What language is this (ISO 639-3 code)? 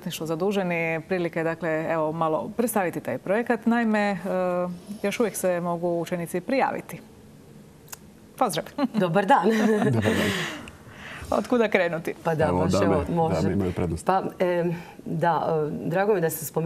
hrv